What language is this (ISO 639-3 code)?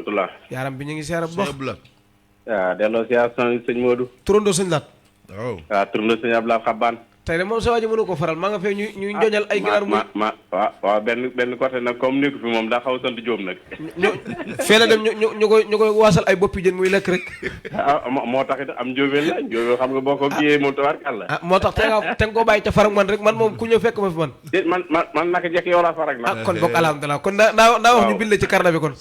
wol